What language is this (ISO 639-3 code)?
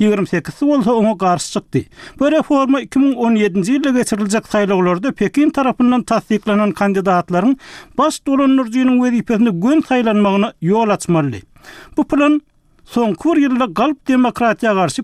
tuk